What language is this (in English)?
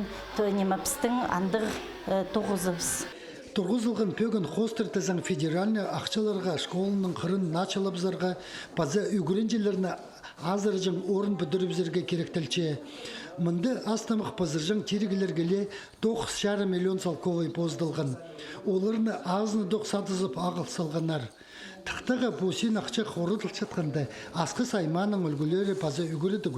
Khakas